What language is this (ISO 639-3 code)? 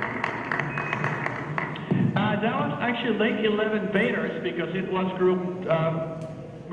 ell